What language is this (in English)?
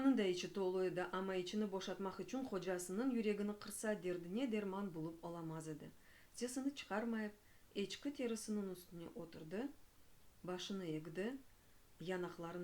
Crimean Tatar